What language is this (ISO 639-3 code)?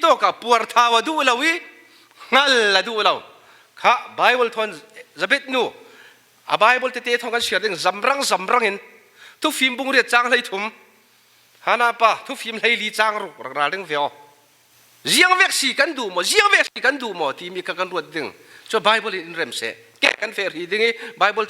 cfm